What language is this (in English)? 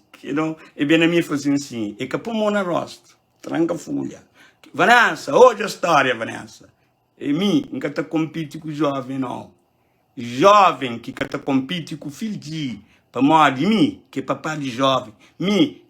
Kabuverdianu